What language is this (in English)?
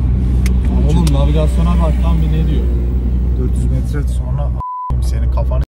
Turkish